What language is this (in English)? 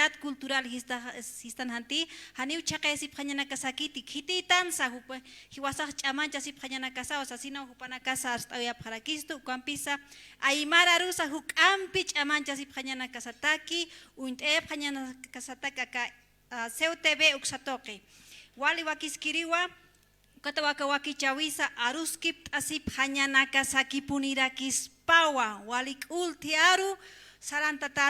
Aymara